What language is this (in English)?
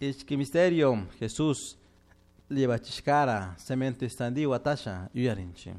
Chimborazo Highland Quichua